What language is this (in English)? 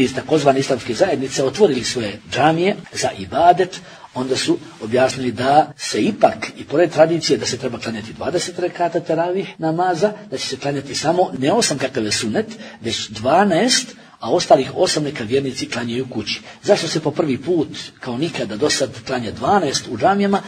Bosnian